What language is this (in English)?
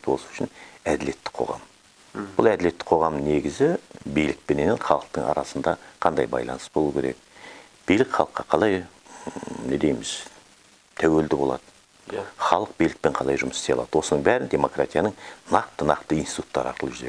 Kazakh